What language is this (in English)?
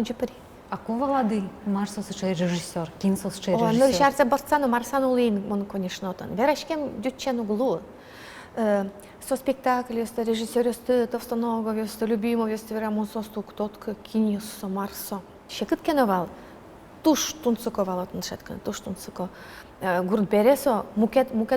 Udmurt